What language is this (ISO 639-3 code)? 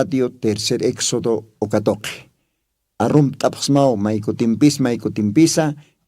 aym